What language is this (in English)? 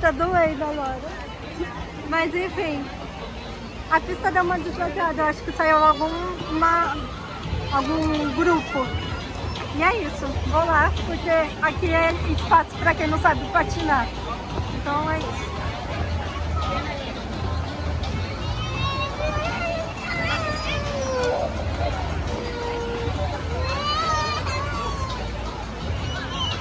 Portuguese